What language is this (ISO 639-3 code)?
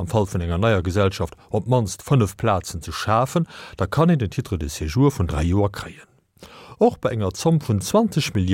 ltz